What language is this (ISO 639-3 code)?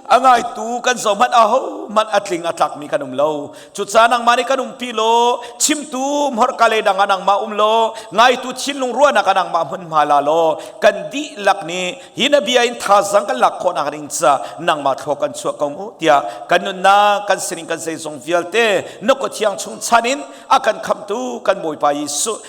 cnh